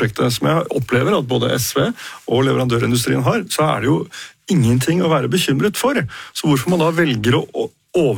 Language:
Norwegian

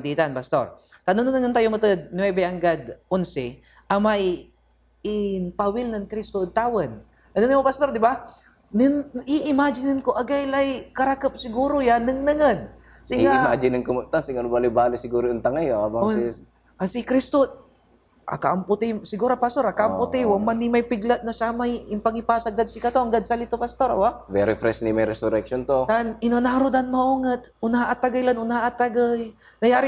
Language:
Pangasinan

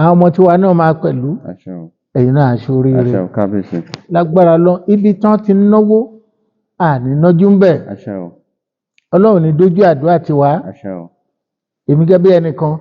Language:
Yoruba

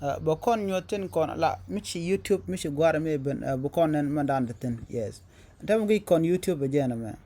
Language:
Nuer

